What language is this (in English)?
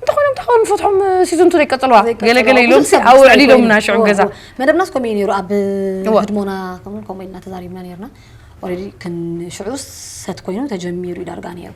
Tigrinya